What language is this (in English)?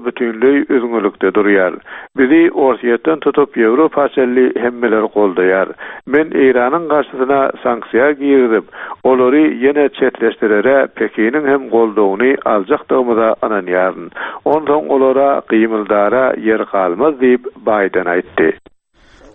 Turkmen